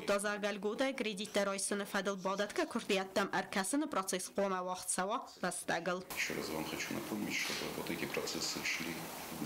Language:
Ossetic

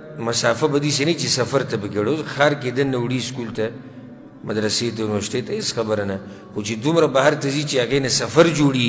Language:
Pashto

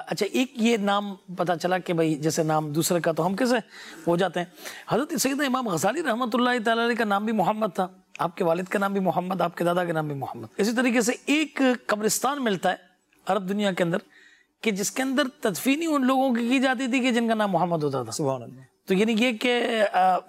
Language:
Urdu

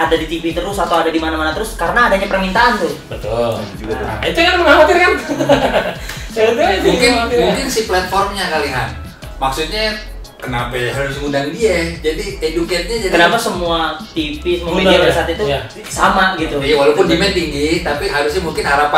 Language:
Indonesian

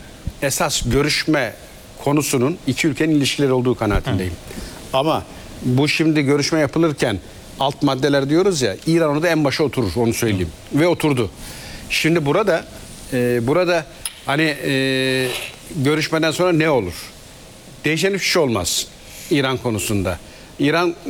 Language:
Turkish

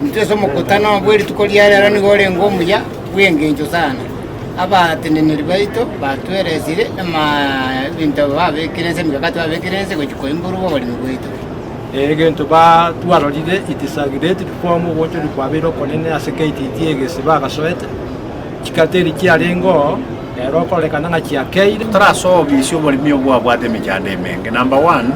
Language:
Gusii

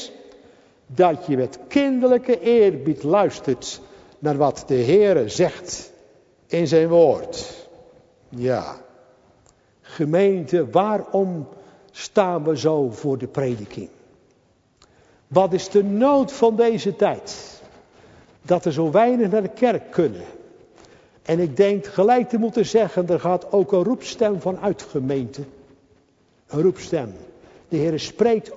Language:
Dutch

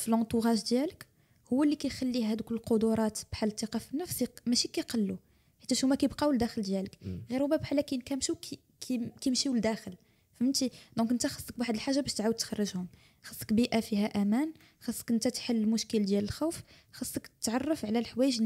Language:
Moroccan Arabic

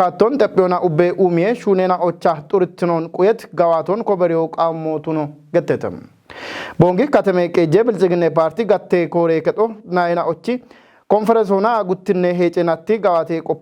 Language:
Kafa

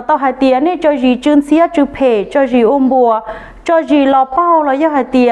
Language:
Hmong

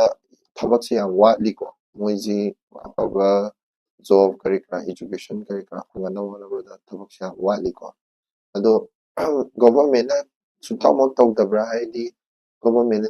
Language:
Manipuri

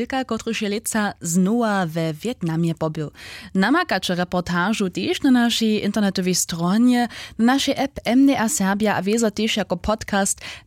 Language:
Upper Sorbian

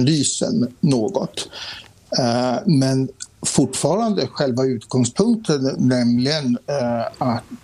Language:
Swedish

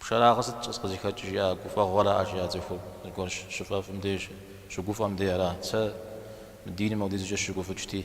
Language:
Kabardian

